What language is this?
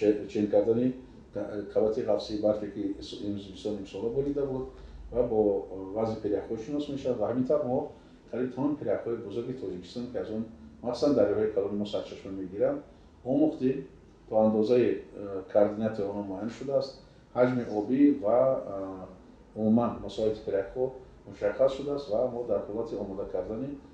Tajik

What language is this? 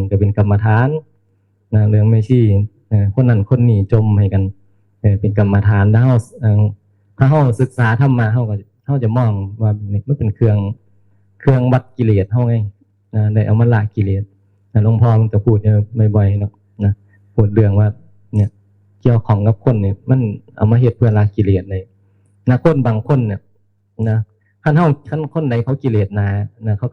Northeastern Thai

